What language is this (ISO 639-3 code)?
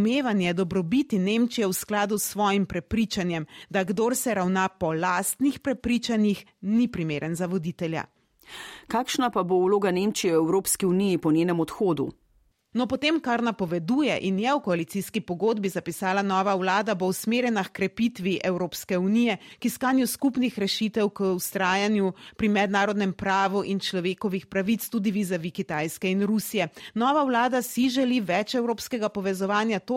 slv